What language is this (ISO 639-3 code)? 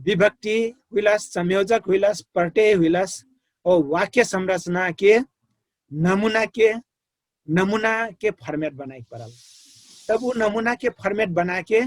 thl